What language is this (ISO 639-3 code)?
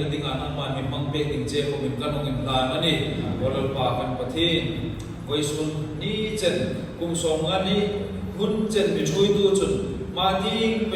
hmr